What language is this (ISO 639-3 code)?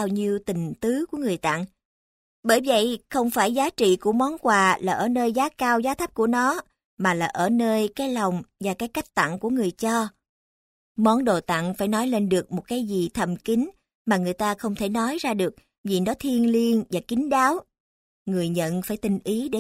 vie